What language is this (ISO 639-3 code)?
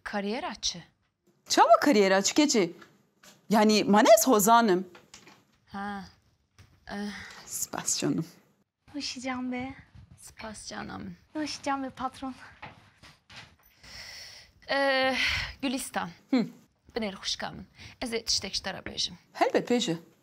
kur